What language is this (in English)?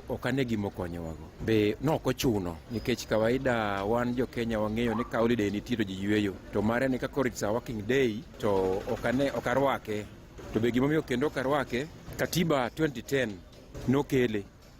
Luo (Kenya and Tanzania)